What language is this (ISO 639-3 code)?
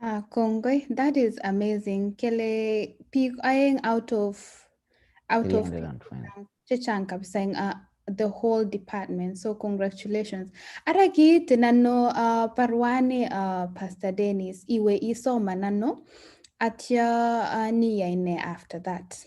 kln